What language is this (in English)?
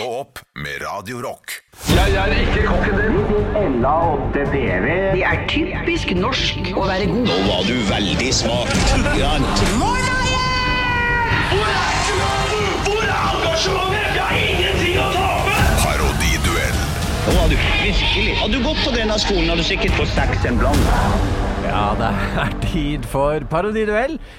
Norwegian